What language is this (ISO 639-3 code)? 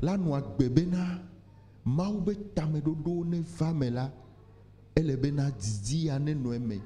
ewe